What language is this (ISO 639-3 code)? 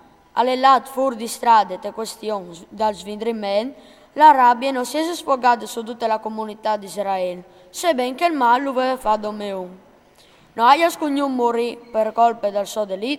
fur